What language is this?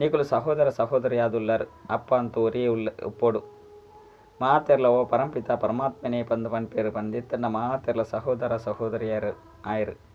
Tulu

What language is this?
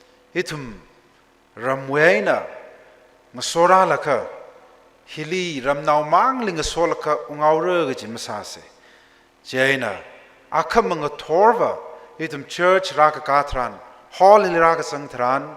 Tangkhul Naga (India)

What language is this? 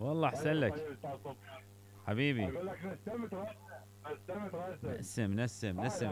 Mesopotamian Arabic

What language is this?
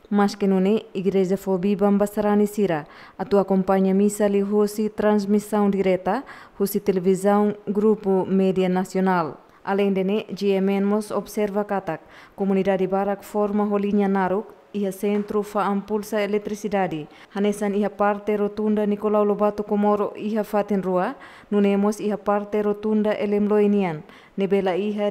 Tetum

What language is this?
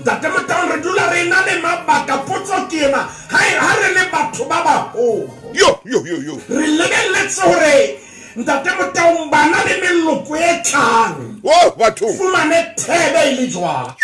Southern Sotho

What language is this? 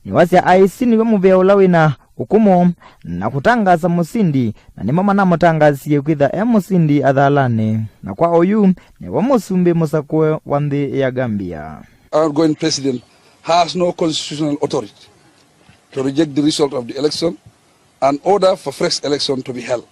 Kamba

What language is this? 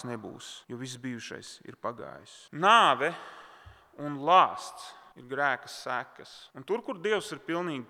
Latvian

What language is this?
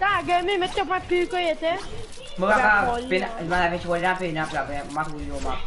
Morisyen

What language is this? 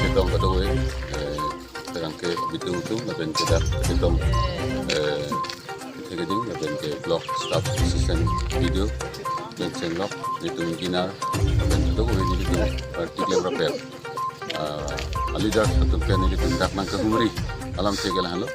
Karbi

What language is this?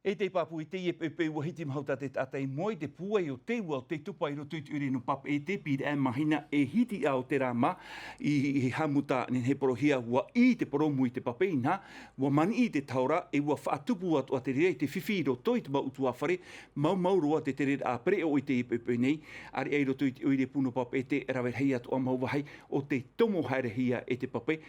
Tahitian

